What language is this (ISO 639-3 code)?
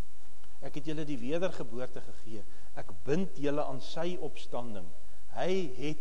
afr